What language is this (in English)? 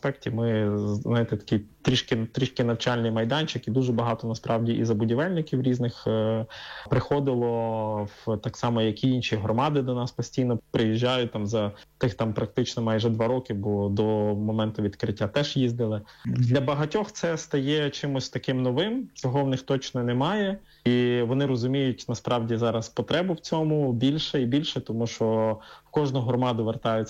Ukrainian